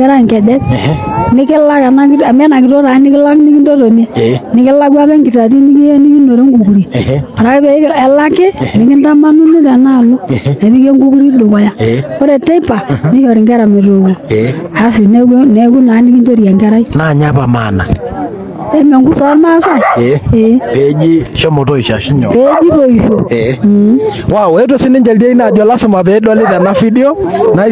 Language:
Masai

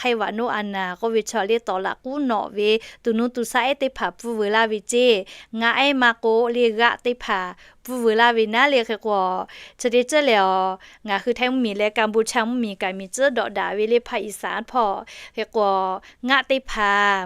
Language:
Lahu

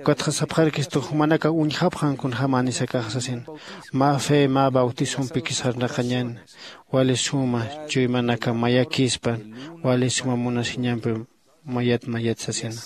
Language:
Aymara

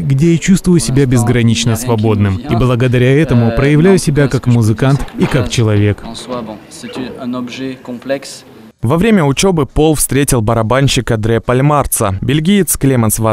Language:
Russian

